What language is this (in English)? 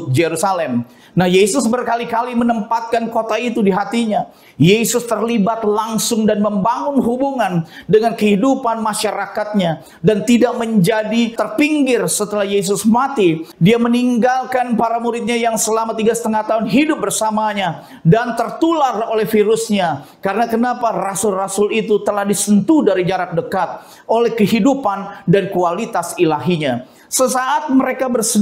Indonesian